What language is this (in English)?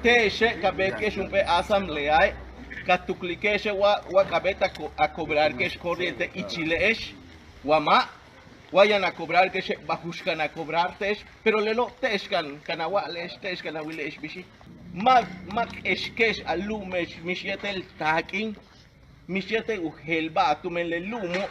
Yucateco